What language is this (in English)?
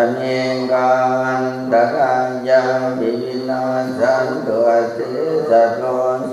Pali